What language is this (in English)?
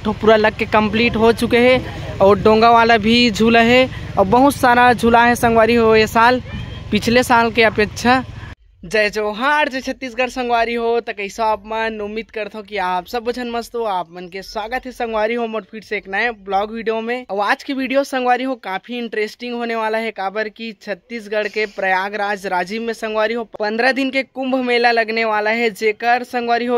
Chhattisgarhi